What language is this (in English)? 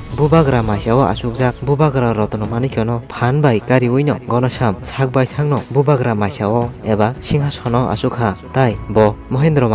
Kok Borok